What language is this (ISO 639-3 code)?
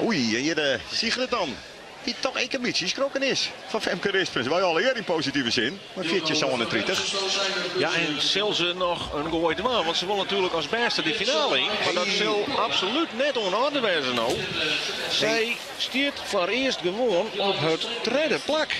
fry